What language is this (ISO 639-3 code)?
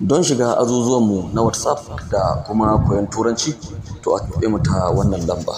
hau